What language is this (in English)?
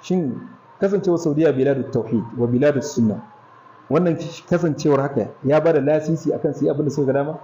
Hausa